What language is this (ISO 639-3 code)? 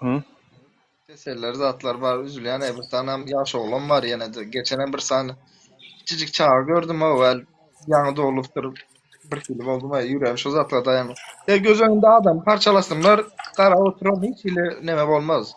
tuk